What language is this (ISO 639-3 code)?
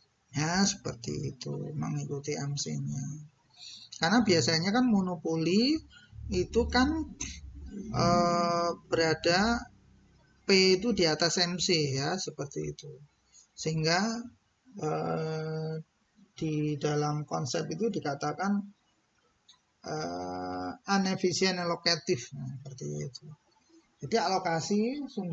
ind